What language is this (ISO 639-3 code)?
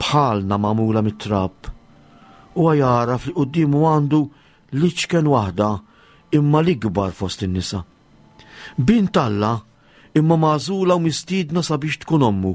mlt